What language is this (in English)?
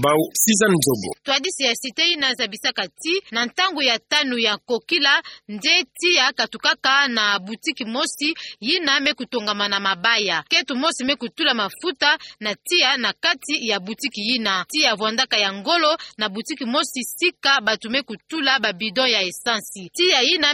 Kituba (Democratic Republic of Congo)